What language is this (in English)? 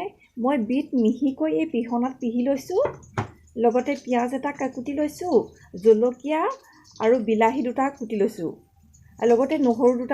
Assamese